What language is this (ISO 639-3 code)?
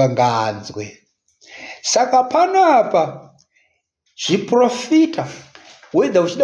sna